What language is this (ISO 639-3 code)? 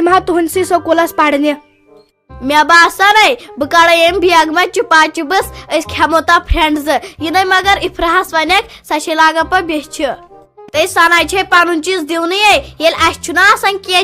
kas